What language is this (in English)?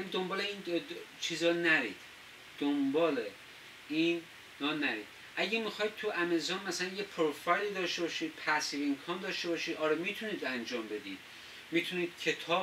Persian